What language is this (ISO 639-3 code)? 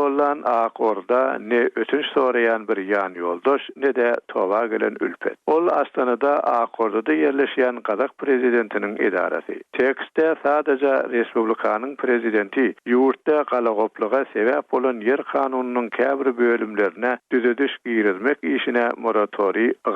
tuk